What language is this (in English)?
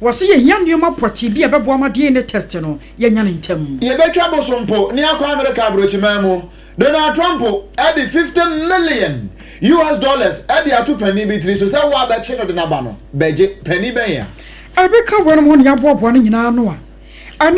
Akan